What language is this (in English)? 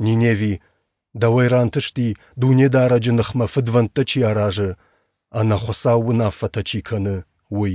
Ossetic